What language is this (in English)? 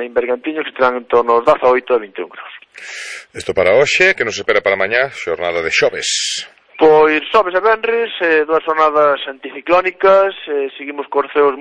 Galician